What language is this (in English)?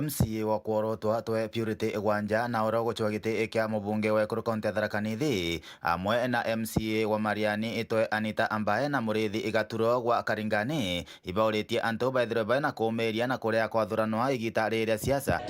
Meru